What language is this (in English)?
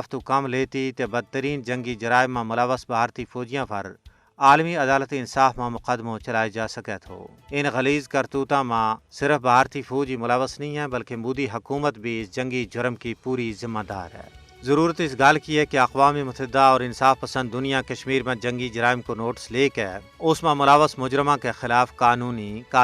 Gujari